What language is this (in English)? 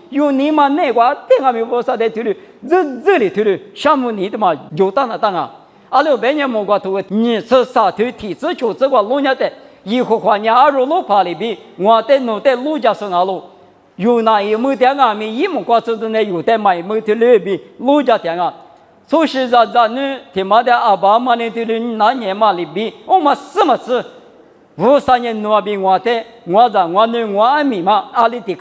Lisu